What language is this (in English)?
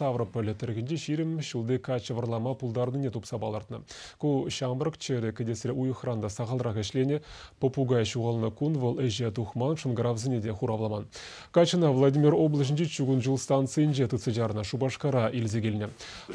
Chuvash